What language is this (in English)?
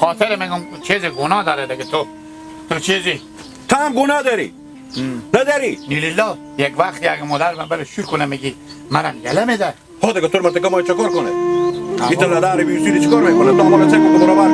Hazaragi